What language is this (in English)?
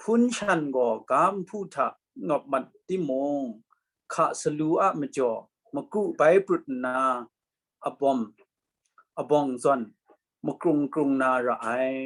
Kachin